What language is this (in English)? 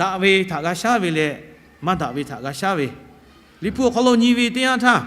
Lahu